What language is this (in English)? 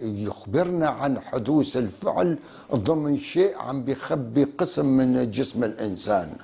North Levantine Arabic